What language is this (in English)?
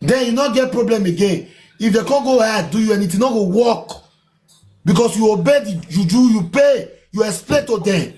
Nigerian Pidgin